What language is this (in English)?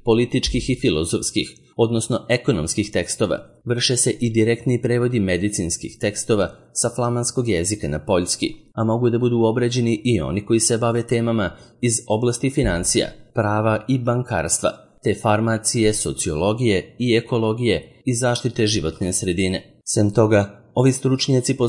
Serbian